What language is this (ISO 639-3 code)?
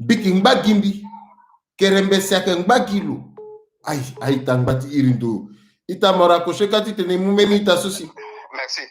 sag